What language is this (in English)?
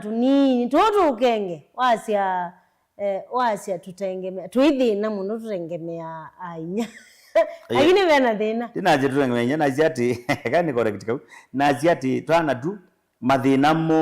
Kamba